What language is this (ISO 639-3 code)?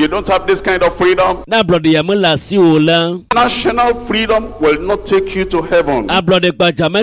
ewe